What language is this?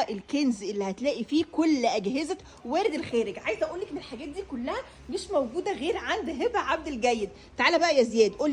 Egyptian Arabic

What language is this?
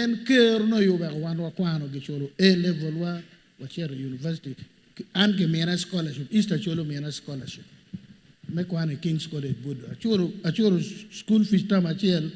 Acoli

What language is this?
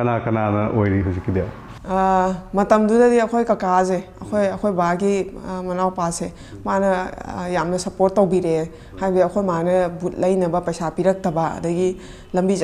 Manipuri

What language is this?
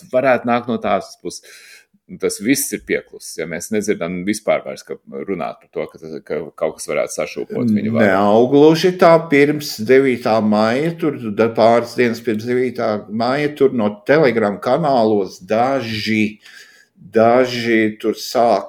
Latvian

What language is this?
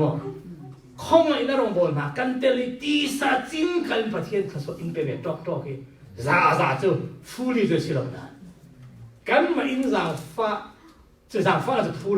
Falam Chin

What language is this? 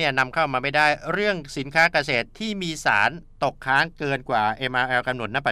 Thai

